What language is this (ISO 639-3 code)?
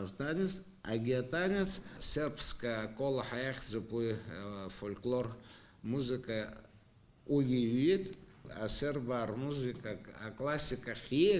abk